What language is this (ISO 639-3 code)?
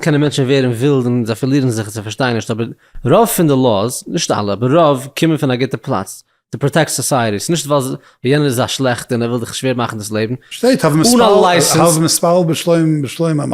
yid